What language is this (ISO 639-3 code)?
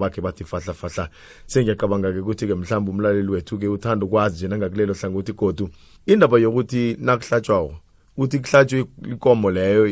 nbl